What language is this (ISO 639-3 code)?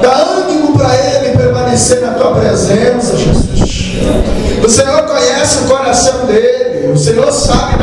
por